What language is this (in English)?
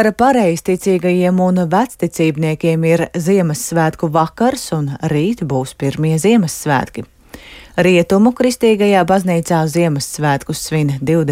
Latvian